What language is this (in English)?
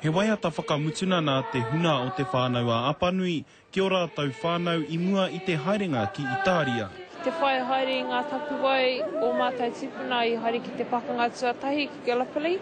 Māori